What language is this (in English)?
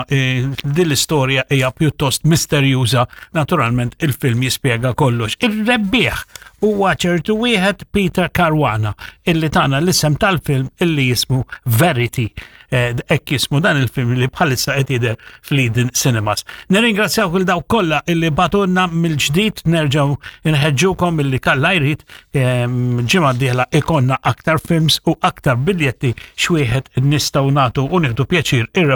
Maltese